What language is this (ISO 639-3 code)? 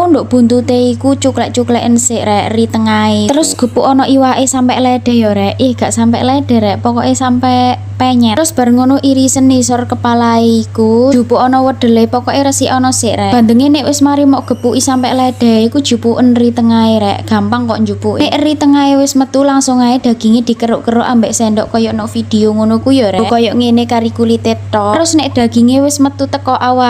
jav